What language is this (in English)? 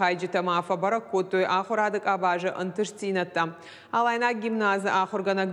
Ossetic